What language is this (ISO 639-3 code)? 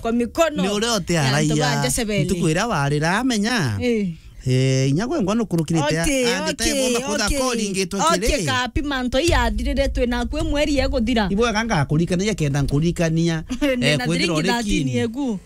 mer